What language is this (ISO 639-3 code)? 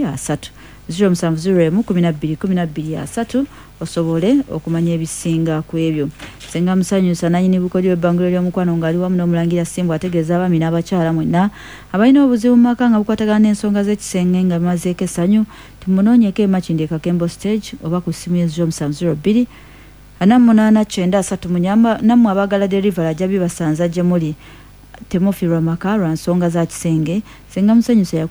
lug